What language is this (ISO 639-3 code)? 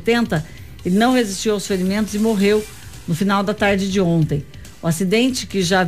por